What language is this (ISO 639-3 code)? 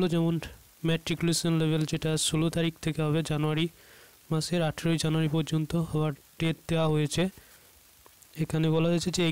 ben